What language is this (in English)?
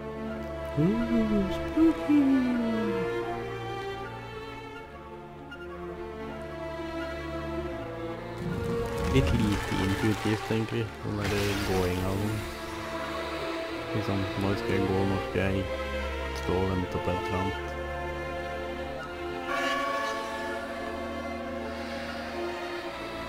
Norwegian